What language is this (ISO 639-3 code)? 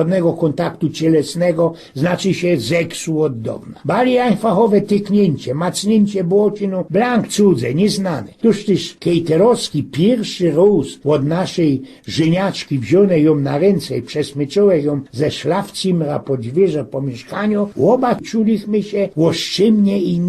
szl